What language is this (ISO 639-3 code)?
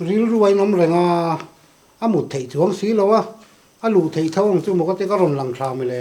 lus